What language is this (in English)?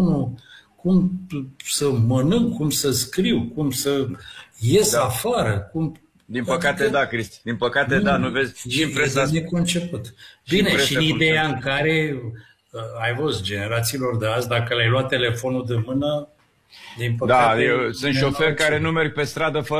Romanian